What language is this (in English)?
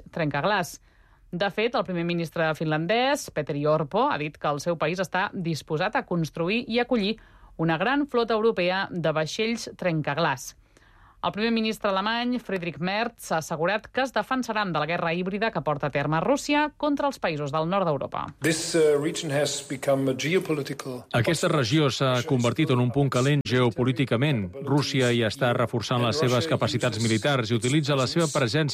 Catalan